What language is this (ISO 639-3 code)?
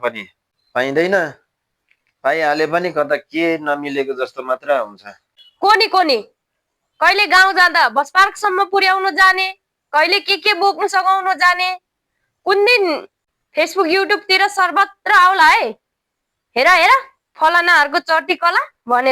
nep